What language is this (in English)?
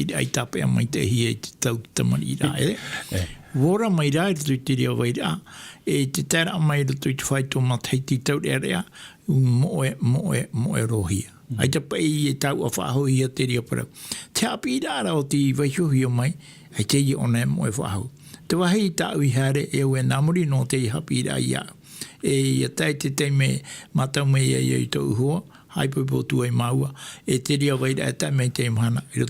Tahitian